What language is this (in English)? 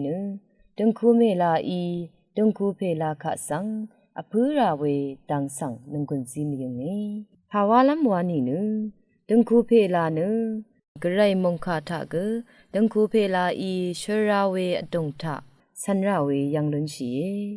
Rawang